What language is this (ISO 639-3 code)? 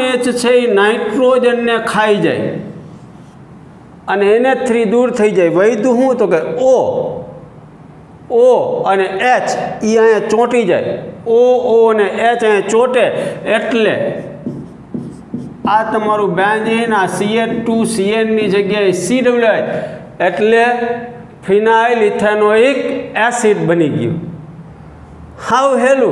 guj